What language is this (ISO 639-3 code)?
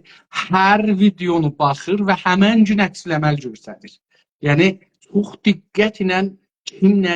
azb